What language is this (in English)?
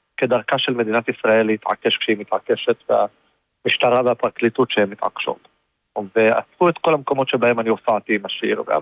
Hebrew